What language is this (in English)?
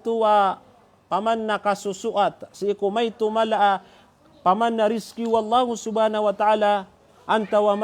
Maranao